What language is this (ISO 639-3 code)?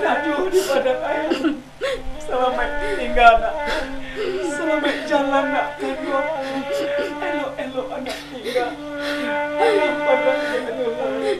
min